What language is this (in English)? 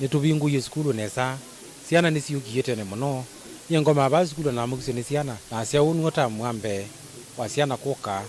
Kamba